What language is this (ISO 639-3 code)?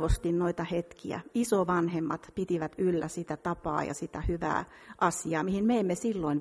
fin